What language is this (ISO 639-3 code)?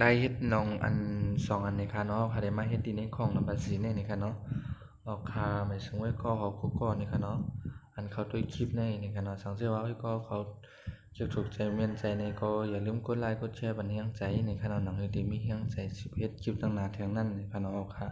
shn